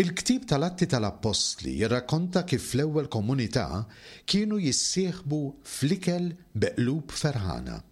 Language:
Maltese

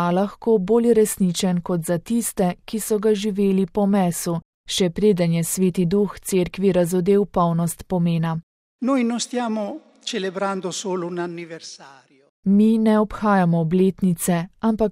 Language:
Slovenian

